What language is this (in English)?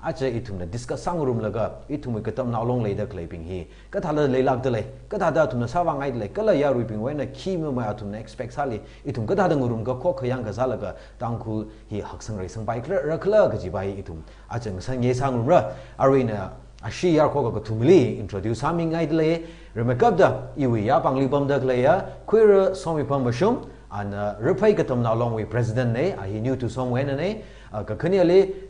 Tangkhul Naga (India)